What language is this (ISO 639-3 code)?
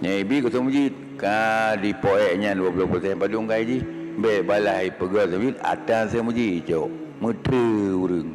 ace